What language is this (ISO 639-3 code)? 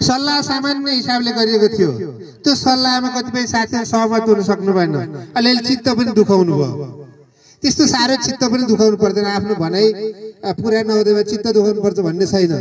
nep